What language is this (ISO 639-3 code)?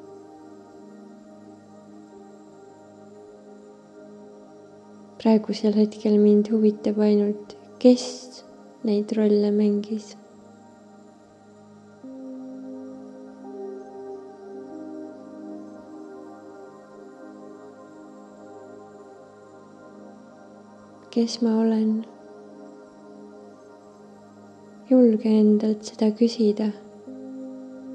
est